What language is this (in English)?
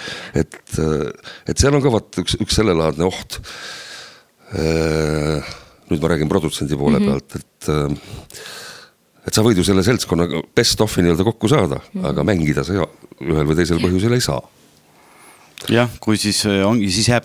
Estonian